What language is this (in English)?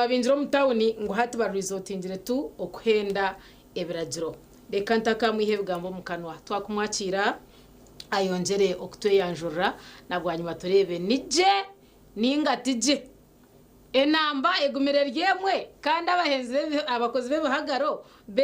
Nyankole